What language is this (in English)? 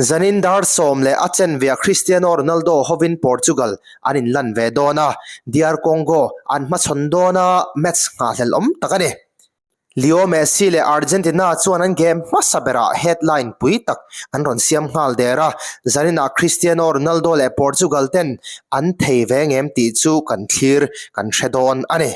Mizo